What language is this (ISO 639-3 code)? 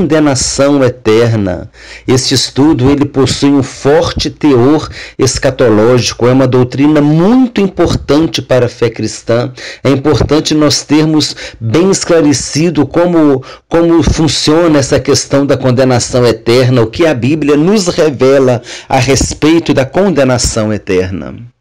por